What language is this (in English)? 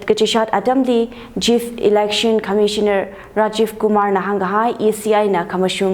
Tangkhul Naga (India)